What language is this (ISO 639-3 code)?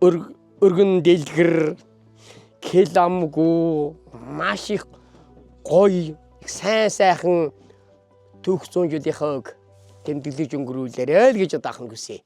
mon